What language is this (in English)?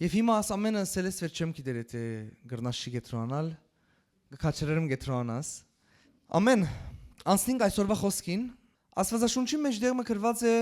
Western Armenian